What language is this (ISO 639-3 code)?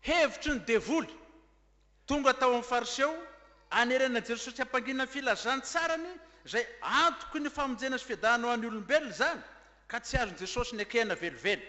mlg